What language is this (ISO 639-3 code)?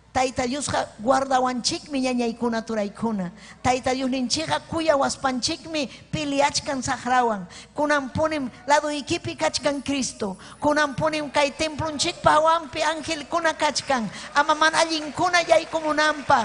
quy